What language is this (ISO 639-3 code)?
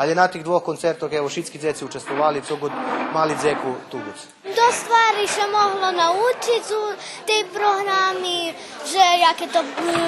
rue